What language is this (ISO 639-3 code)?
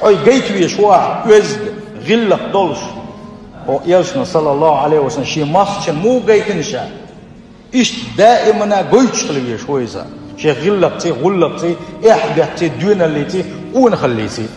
che